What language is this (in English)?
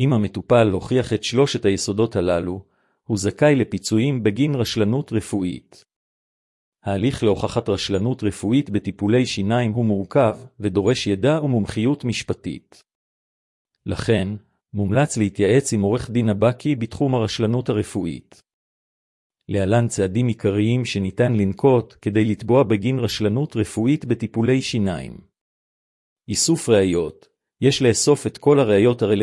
Hebrew